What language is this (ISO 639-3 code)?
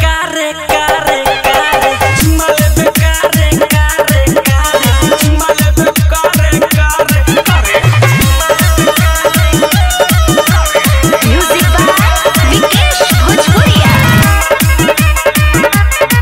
bho